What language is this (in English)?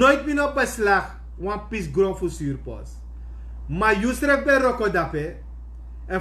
Sranan Tongo